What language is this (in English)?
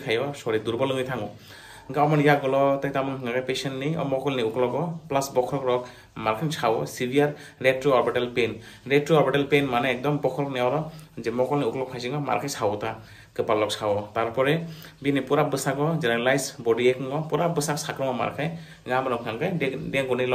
Kok Borok